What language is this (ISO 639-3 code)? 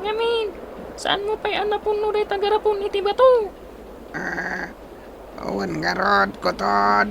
ilo